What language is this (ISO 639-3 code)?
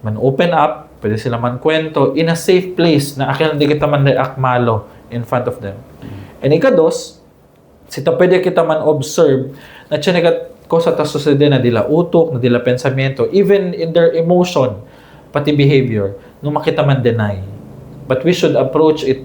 cbk